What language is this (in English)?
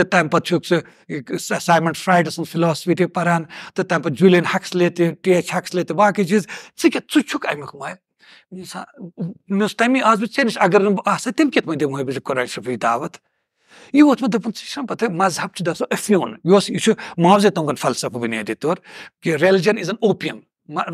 Kashmiri